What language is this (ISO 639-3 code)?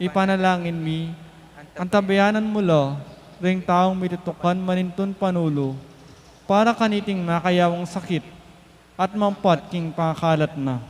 pam